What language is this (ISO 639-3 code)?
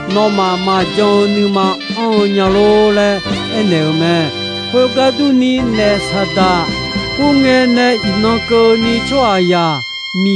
ahk